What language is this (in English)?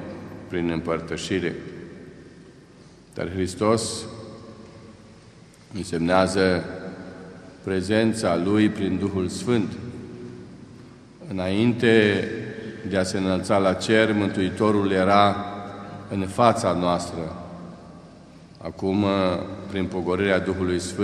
Romanian